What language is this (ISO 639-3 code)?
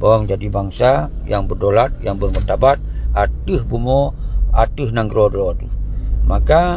ace